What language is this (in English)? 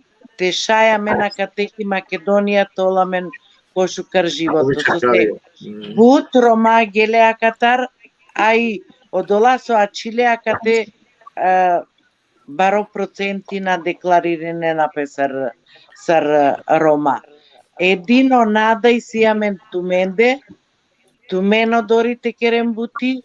Balkan Romani